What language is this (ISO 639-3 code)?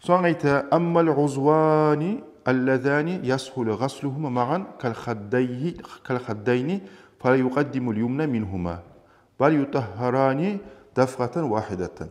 kum